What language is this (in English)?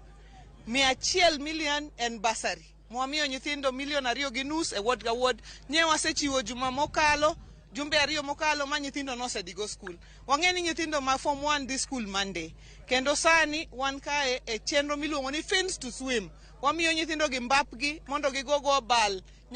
Luo (Kenya and Tanzania)